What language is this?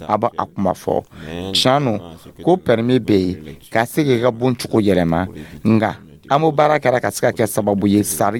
Dyula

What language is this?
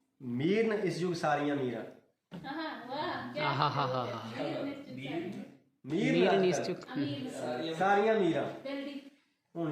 Dogri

